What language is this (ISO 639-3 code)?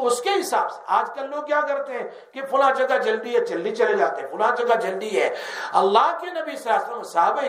urd